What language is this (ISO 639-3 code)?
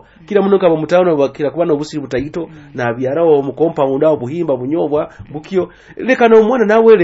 nyo